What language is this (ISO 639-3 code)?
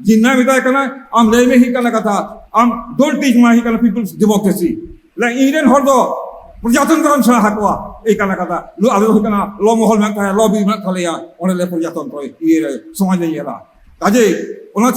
sat